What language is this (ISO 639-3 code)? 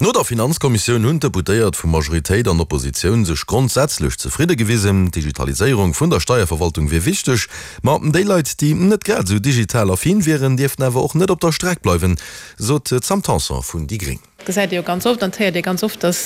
ltz